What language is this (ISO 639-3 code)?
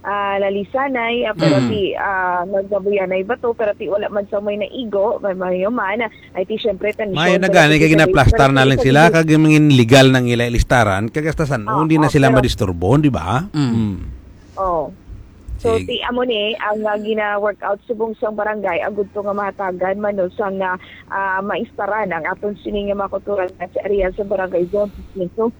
hil